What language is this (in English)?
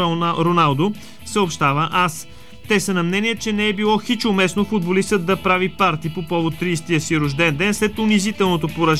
Bulgarian